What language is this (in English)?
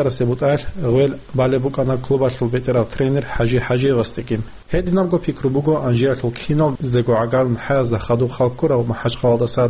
Avaric